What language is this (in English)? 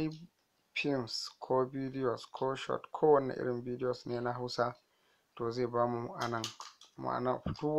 Hausa